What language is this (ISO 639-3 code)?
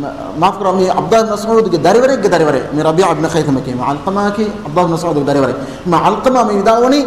div